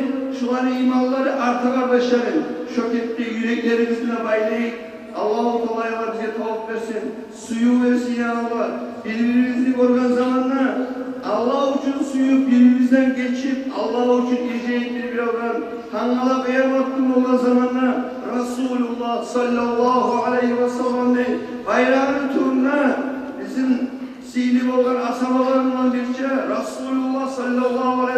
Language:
Kumyk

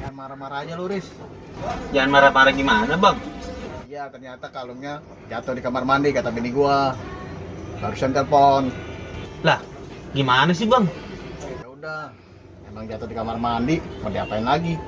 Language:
Betawi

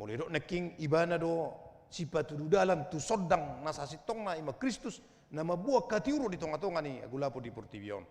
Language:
Batak Toba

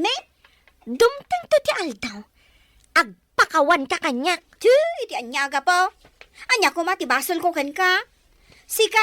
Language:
Iloko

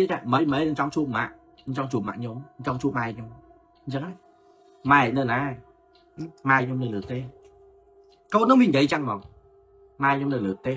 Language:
Khmer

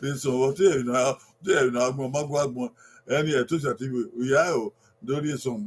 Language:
Bini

